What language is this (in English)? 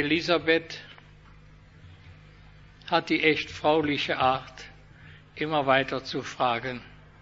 German